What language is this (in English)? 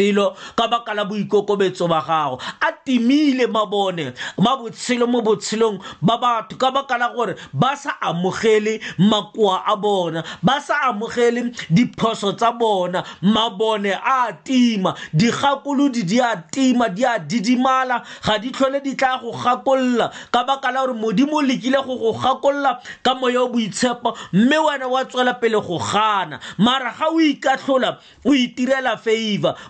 Tswana